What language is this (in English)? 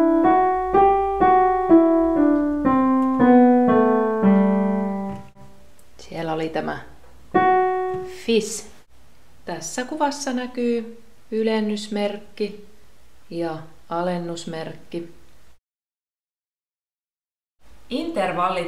Finnish